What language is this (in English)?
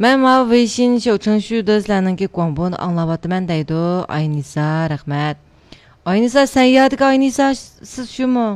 Uyghur